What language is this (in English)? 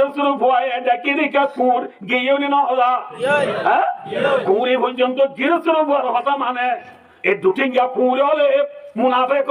Rohingya